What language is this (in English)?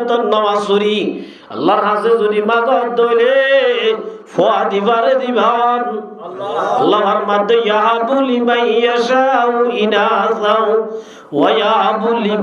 Rohingya